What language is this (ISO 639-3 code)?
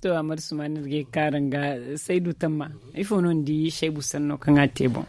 dje